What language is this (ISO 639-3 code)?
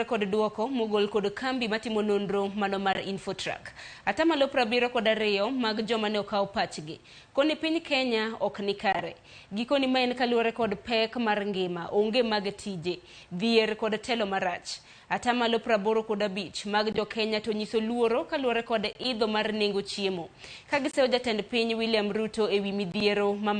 luo